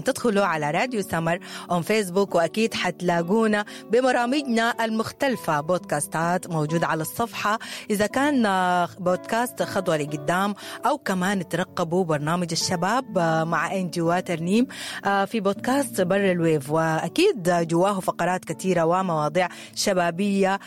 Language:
Sudanese Arabic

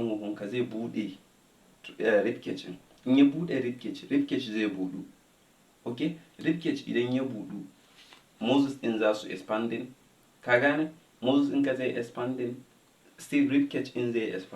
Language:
Hausa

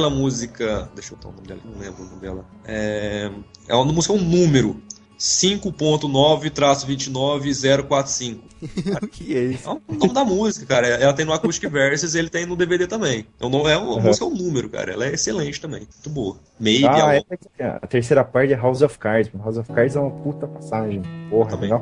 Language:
Portuguese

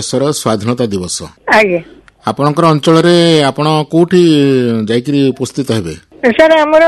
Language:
Odia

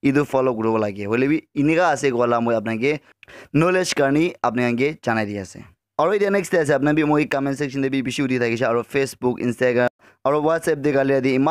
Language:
Naga Pidgin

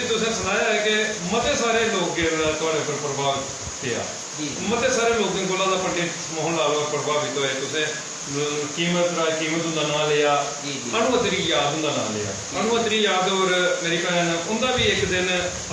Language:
Dogri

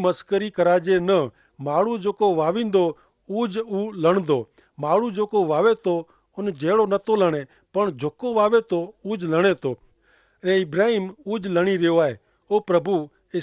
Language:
Kachhi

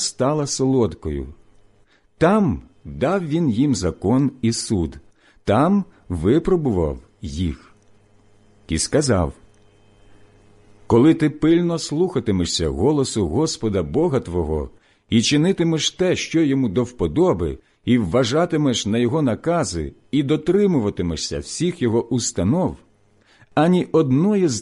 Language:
Ukrainian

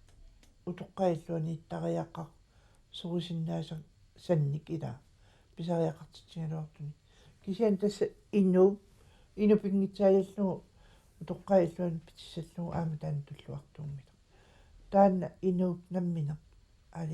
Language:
Kalaallisut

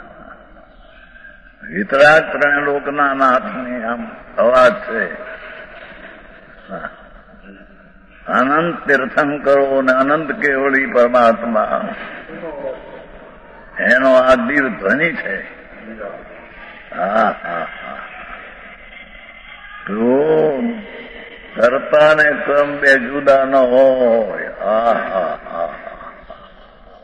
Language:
Gujarati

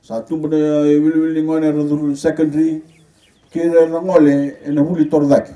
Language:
Fijian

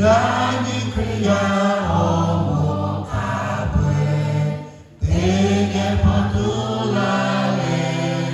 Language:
Lahu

